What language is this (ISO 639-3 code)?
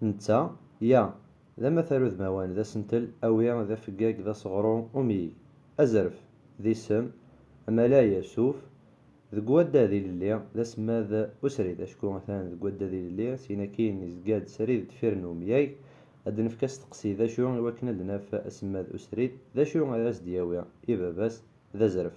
kab